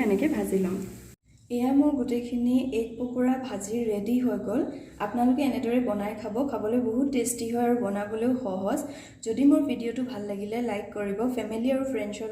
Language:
Assamese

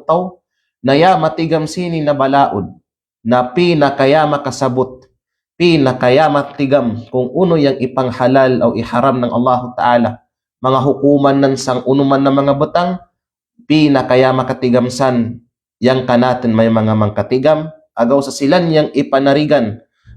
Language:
Kalagan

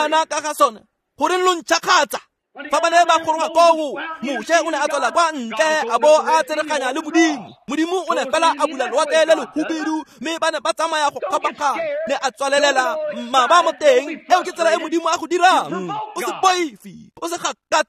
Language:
Tswana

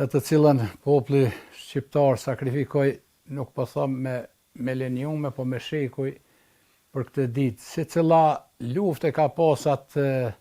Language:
Albanian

